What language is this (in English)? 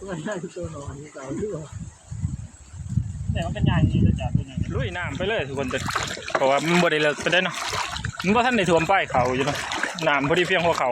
Northeastern Thai